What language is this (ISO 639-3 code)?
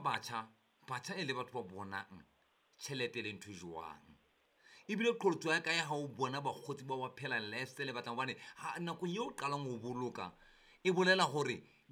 sot